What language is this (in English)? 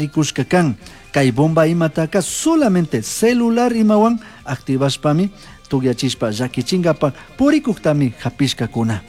Chimborazo Highland Quichua